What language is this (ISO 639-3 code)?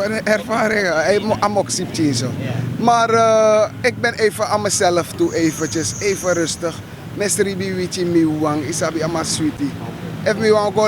srn